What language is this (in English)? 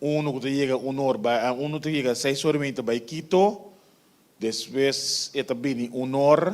Papiamento